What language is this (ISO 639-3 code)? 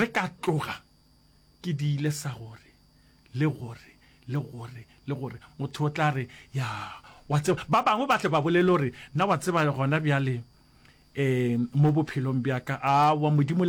nso